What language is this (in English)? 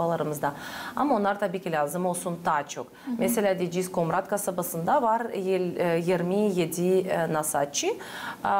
Gagauz